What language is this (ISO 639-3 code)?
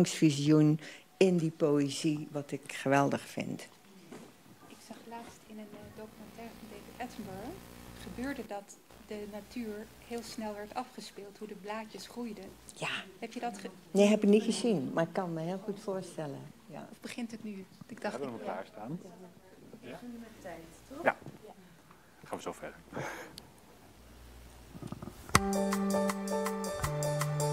nld